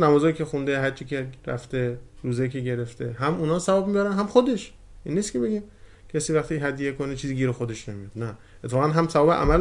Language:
Persian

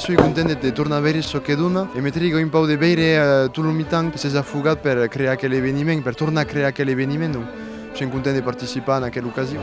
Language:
Occitan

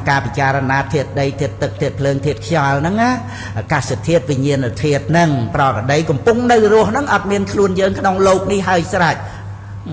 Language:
Khmer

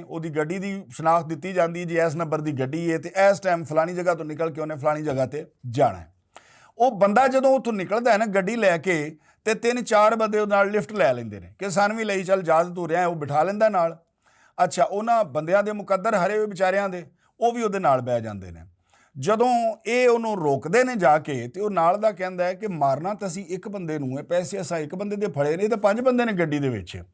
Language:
Western Panjabi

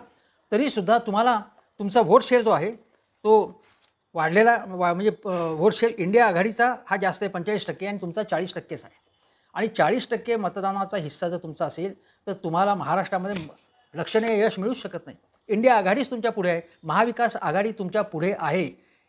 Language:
Marathi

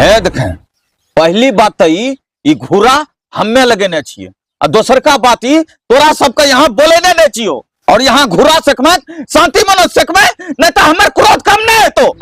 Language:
Angika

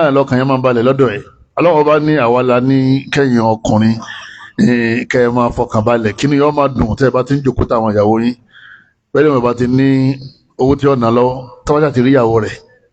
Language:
Yoruba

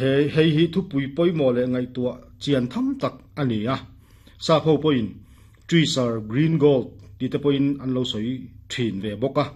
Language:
Mizo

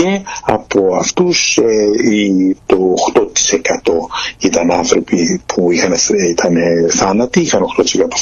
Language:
Greek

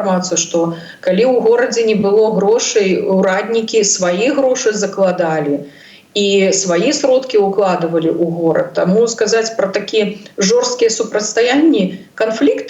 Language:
Belarusian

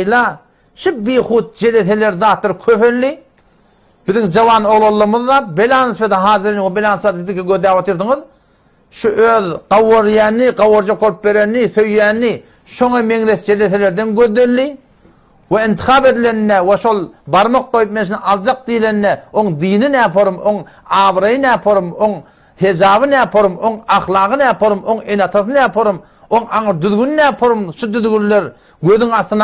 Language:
Turkmen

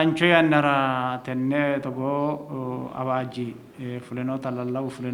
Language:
Sidamo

